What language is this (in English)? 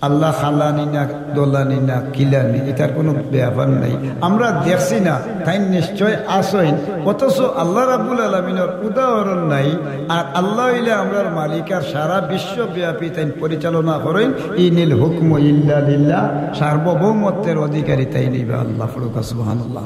Sylheti